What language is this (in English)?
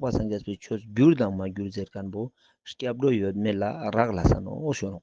Ladakhi